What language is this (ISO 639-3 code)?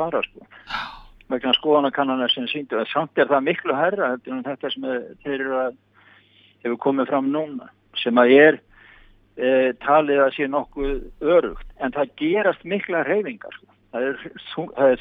isl